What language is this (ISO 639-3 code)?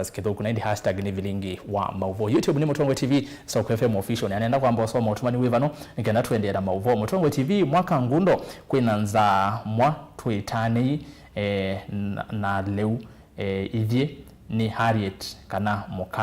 kam